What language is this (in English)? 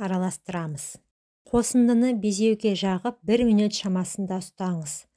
Kazakh